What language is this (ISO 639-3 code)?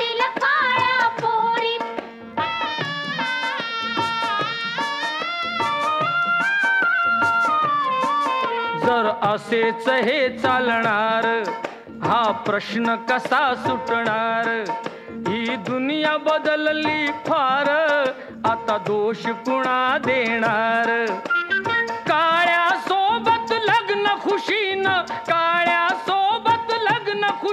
mar